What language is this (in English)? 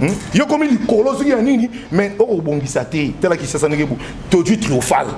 Lingala